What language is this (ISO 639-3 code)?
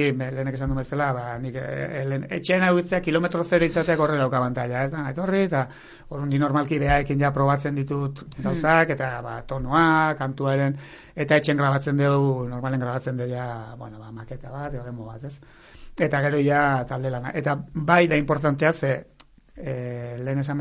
eus